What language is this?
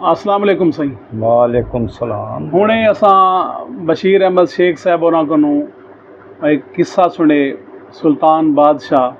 Saraiki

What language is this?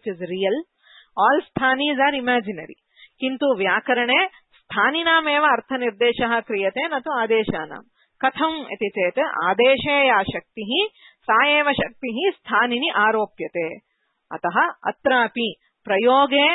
Sanskrit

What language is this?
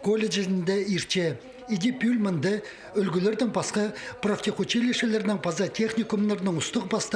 Khakas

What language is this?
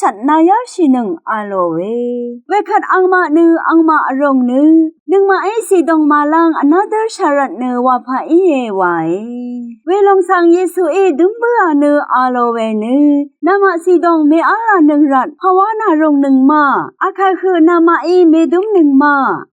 Rawang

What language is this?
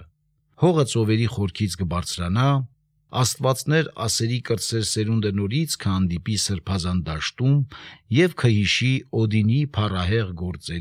Armenian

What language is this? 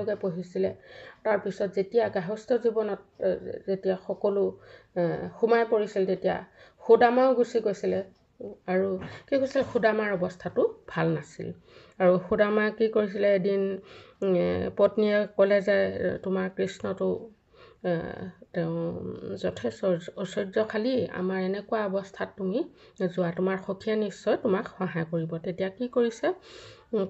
Assamese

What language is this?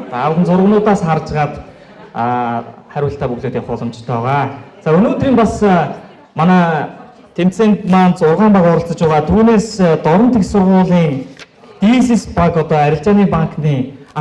Mongolian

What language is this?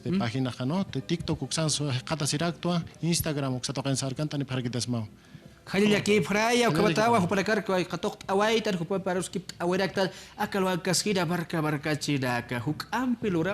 Aymara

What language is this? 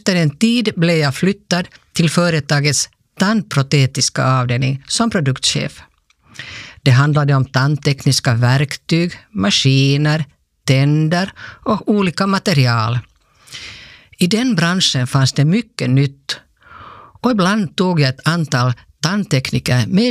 Swedish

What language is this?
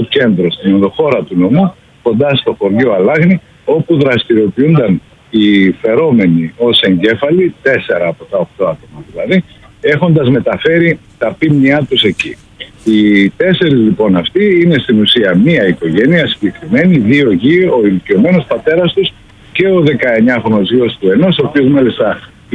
Greek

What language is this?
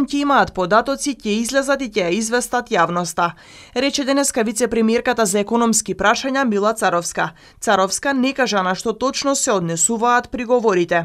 Macedonian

